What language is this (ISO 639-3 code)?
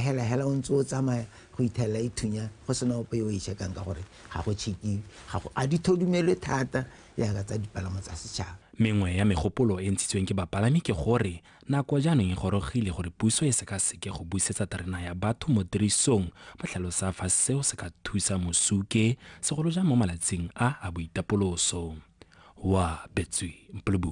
tsn